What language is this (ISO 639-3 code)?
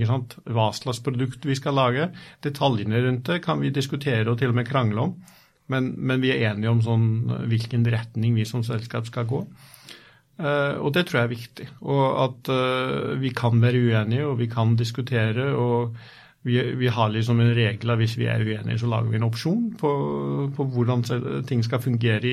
nor